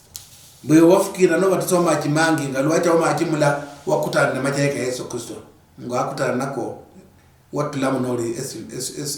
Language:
Luyia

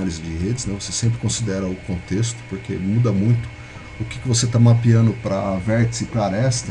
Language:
Portuguese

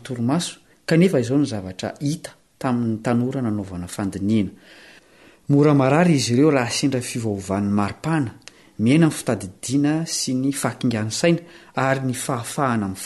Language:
Malagasy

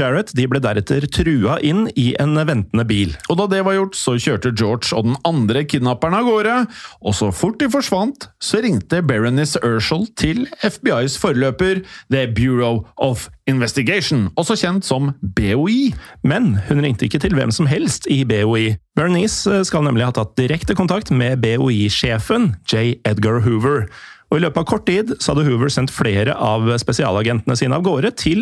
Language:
Norwegian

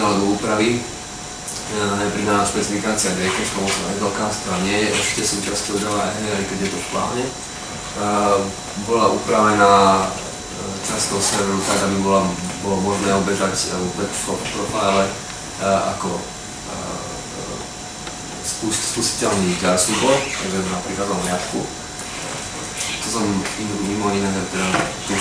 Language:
Slovak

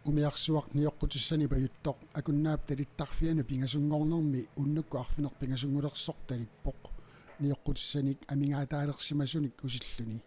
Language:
Kalaallisut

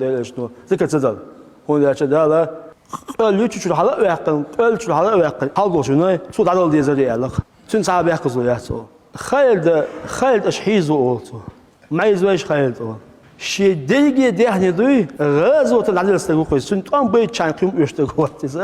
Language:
Chechen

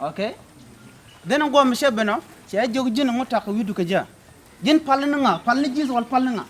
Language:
Nuer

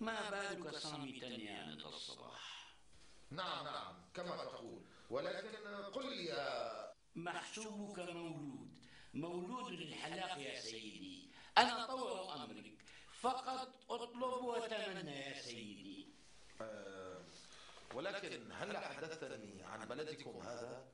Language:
North Levantine Arabic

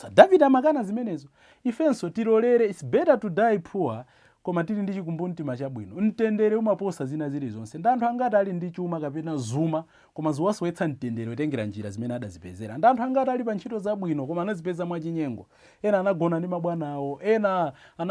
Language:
Nyanja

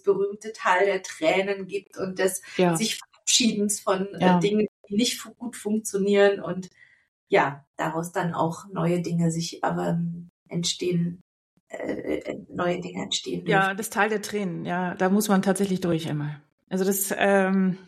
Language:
German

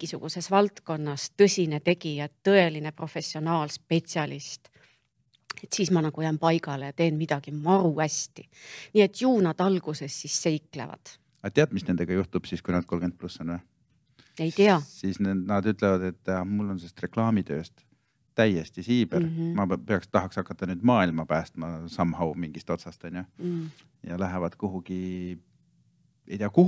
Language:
Estonian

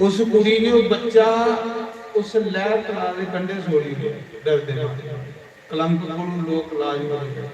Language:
Dogri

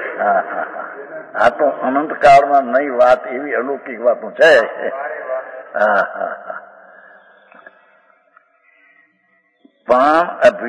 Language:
Gujarati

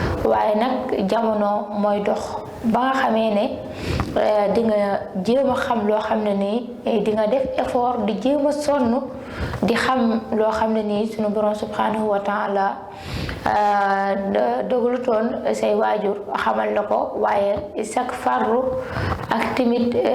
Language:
Wolof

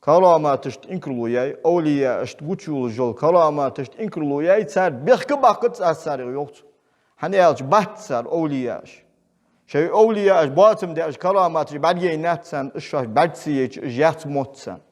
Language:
Ingush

